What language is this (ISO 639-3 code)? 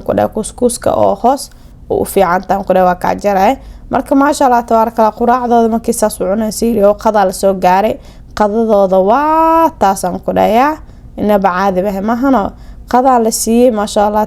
som